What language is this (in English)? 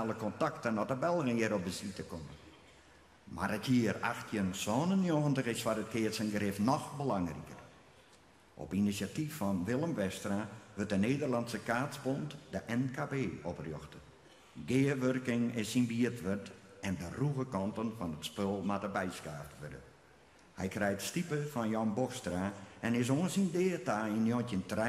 Western Frisian